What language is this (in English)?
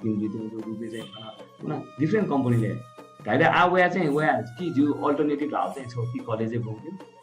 Newari